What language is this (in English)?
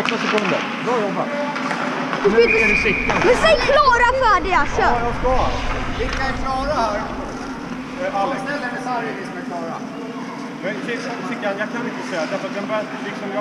Swedish